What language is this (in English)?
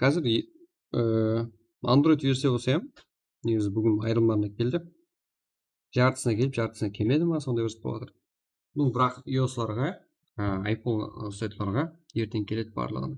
Kara-Kalpak